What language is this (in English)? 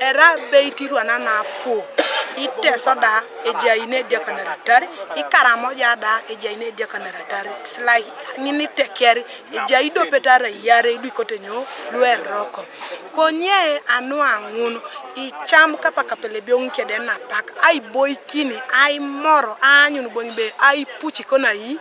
Teso